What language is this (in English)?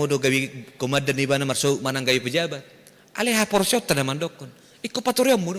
Batak Toba